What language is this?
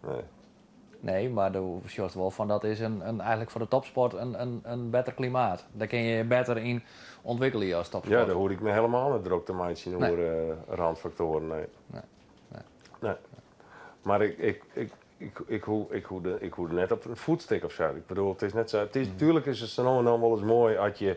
Western Frisian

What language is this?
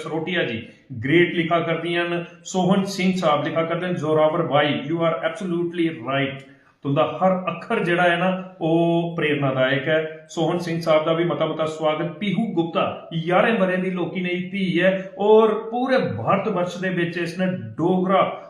Dogri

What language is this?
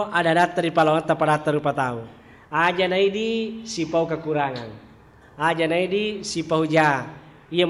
Buginese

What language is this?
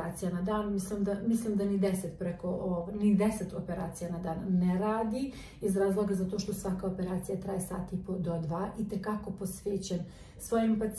Croatian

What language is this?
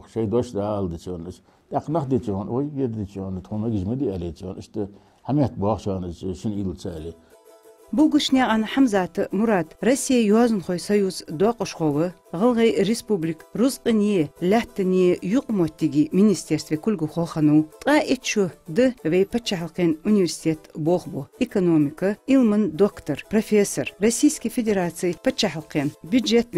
Ingush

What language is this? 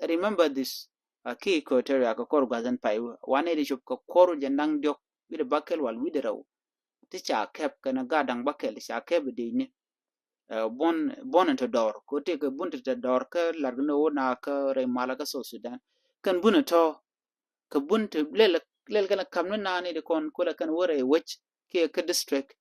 Nuer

